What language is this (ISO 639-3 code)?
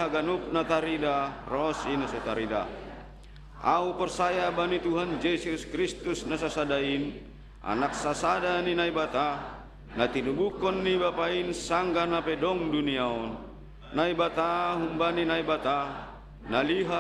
bts